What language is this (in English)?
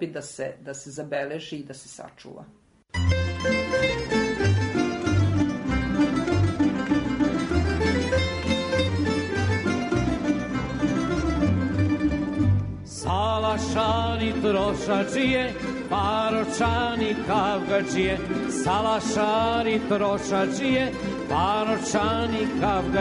Serbian